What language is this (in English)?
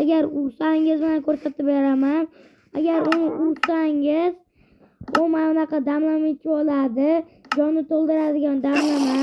Uzbek